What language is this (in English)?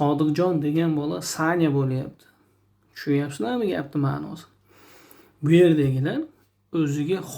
Uzbek